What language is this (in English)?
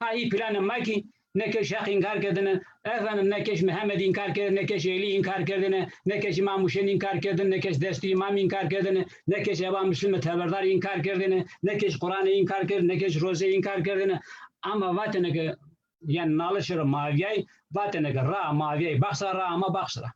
Zaza